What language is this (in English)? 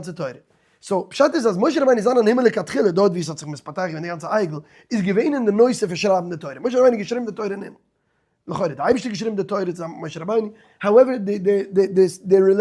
Yiddish